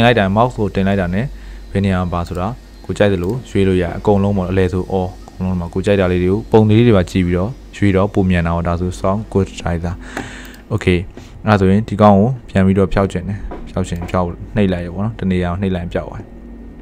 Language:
Burmese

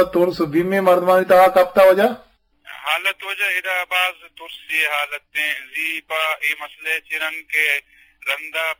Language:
Eastern Balochi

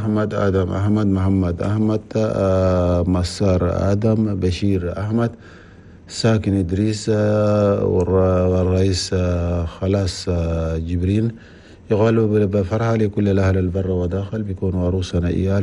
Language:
Chadian Arabic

